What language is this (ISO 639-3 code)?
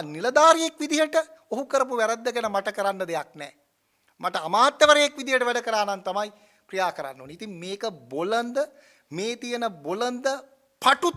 sin